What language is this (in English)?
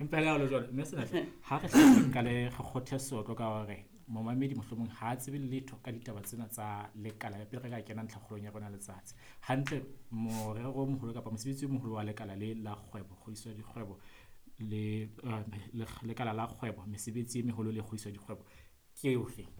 Southern Sotho